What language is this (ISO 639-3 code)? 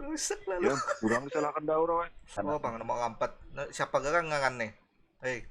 bjn